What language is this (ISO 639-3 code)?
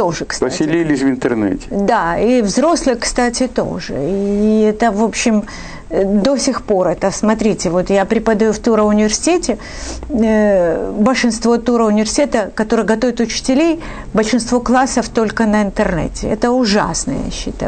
rus